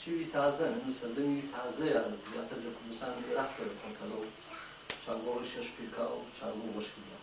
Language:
Gurani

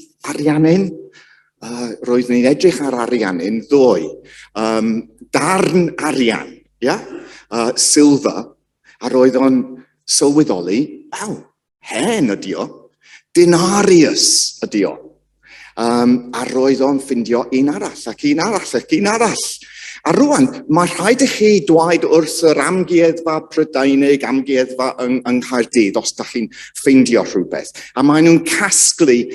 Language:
Welsh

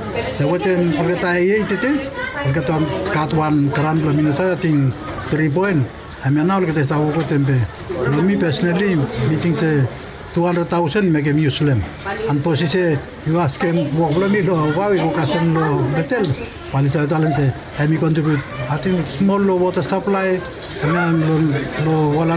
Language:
Bislama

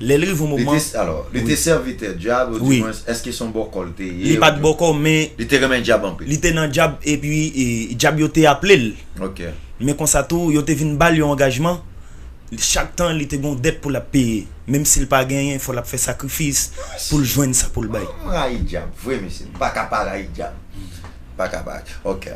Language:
Haitian Creole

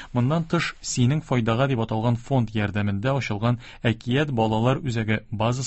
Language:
Tatar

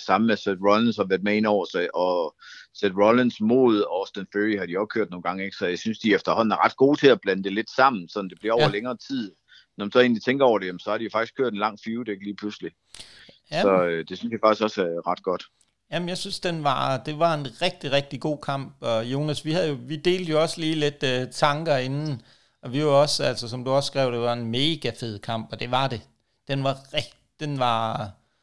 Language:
Danish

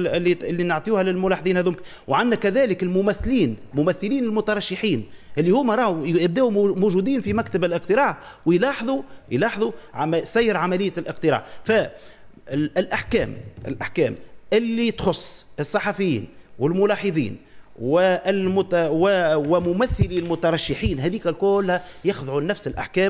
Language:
Tunisian Arabic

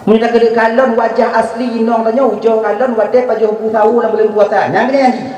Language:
Achinese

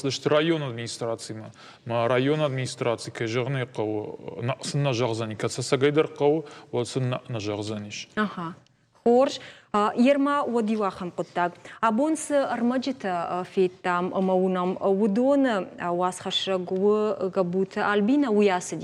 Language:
Ossetic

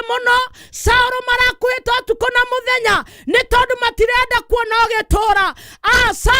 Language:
Kikuyu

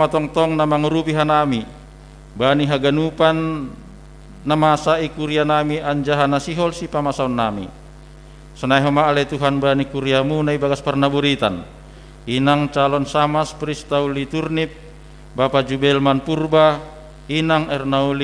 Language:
Batak Simalungun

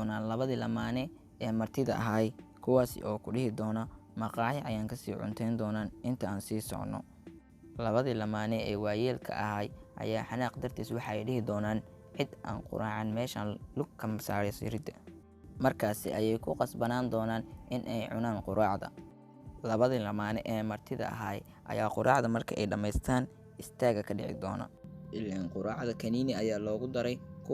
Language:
Somali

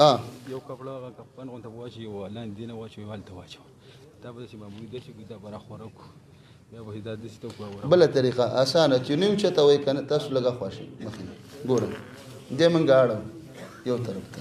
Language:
Pashto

